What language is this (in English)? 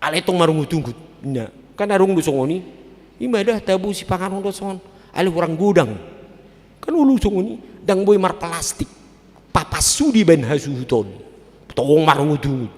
Batak Toba